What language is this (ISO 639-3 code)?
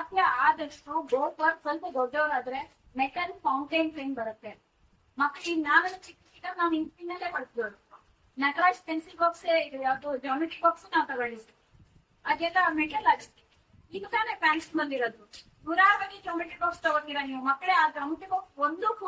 kan